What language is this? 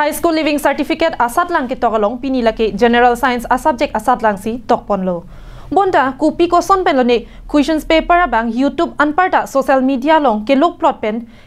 Karbi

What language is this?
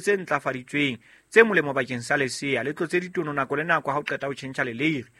Southern Sotho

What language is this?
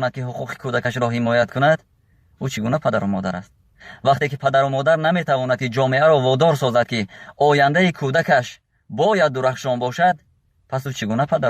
Tajik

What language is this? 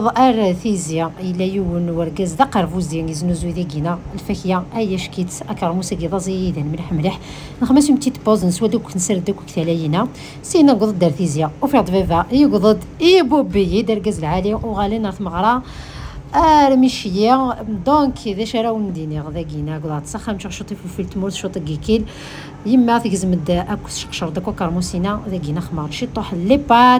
Kabyle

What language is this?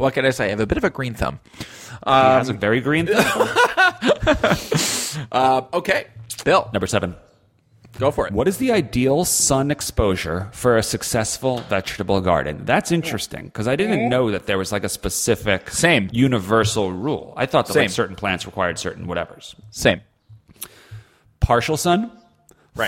English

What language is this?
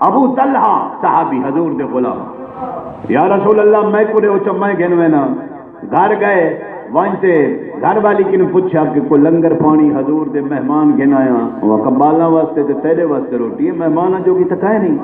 Saraiki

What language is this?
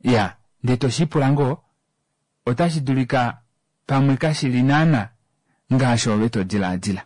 Kuanyama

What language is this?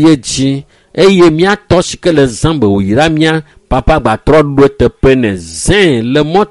Ewe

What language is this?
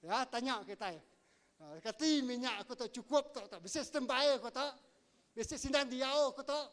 Iban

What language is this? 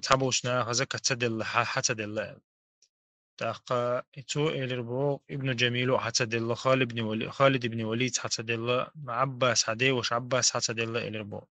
Chechen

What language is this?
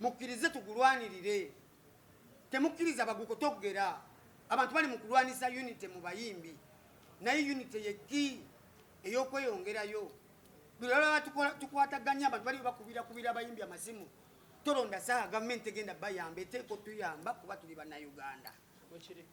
Ganda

